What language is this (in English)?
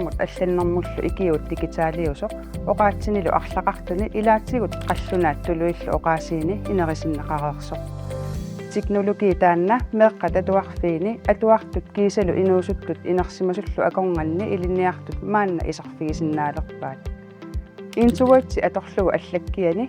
Kalaallisut